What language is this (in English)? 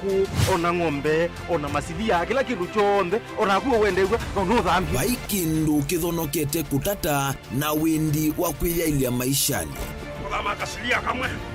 Kamba